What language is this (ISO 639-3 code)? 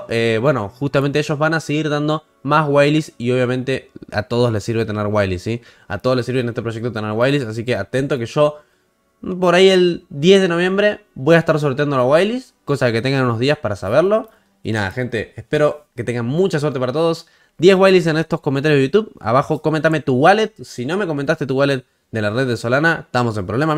spa